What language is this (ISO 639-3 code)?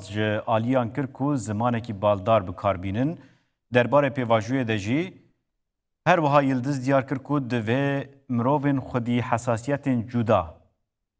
kur